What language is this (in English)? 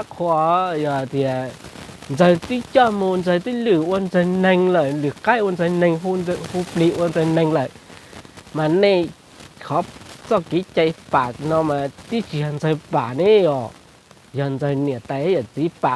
Hmong